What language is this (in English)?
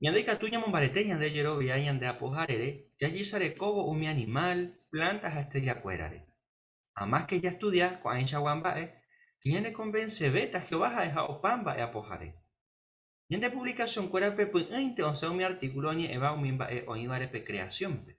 Guarani